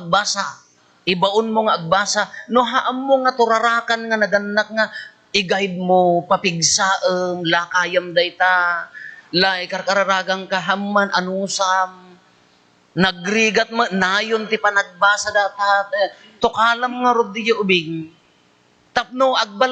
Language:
Iloko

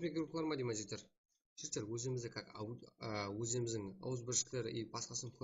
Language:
Kara-Kalpak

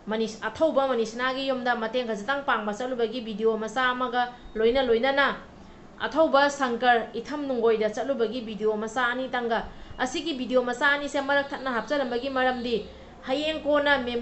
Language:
Manipuri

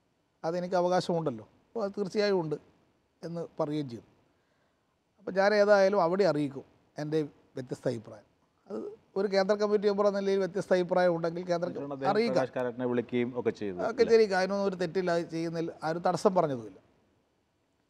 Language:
Malayalam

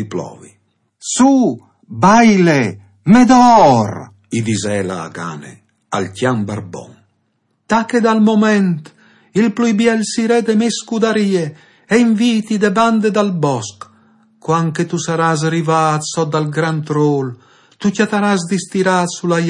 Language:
Friulian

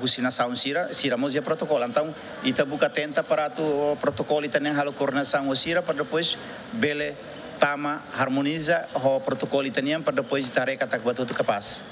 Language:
Tetum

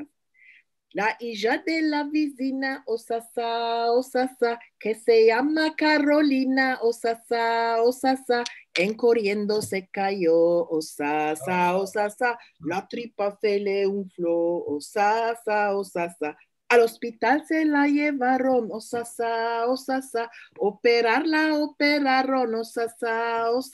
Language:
Ladino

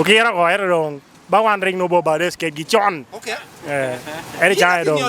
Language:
Lango (Uganda)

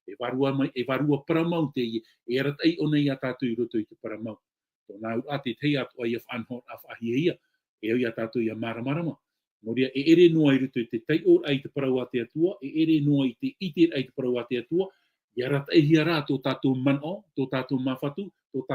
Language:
Tahitian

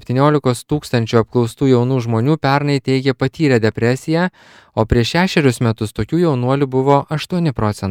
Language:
Lithuanian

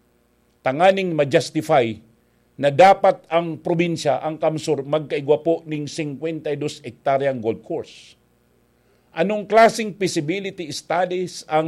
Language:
Bikol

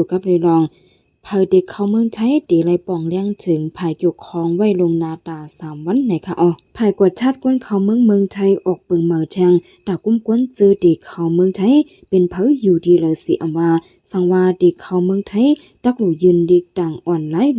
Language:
Shan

